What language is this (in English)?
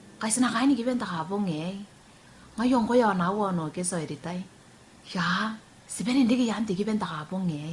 Gilbertese